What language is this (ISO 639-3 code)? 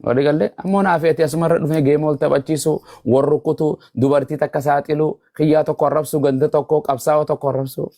orm